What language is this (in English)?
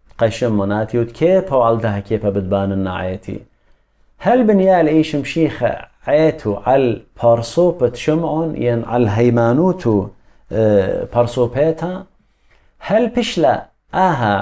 Assyrian Neo-Aramaic